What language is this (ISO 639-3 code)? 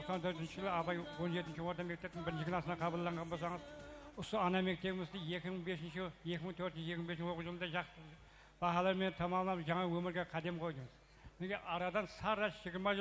kaa